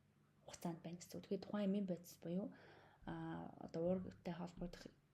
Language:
Mongolian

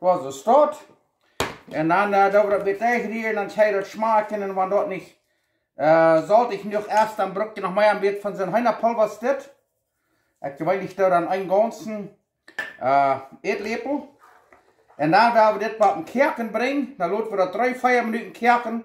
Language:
Plautdietsch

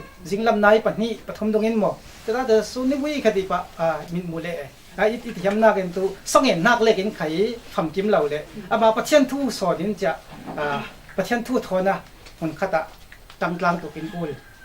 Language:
Falam Chin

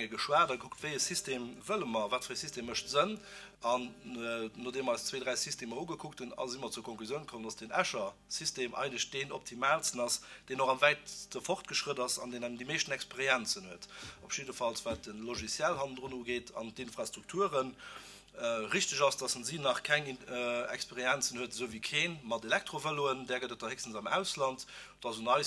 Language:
Luxembourgish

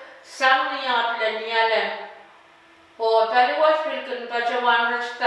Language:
Pohnpeian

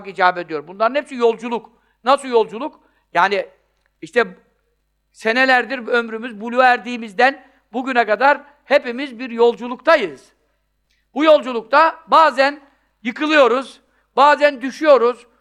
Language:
Turkish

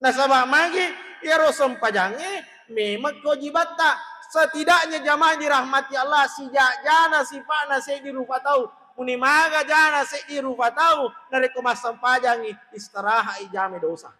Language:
Buginese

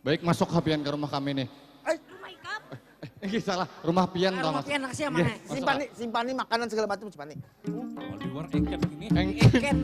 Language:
Banjar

